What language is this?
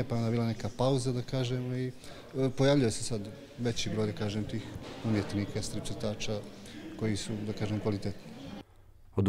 Bosnian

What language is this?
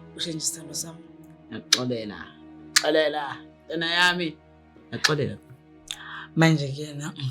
Zulu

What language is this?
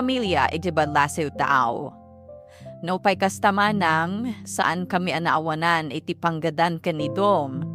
Iloko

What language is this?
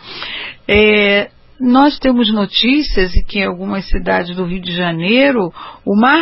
Portuguese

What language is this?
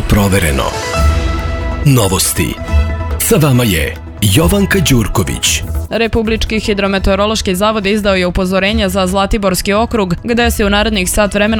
Serbian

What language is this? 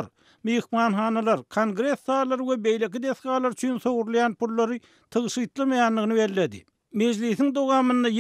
Turkmen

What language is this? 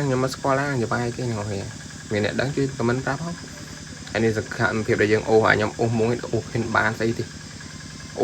Khmer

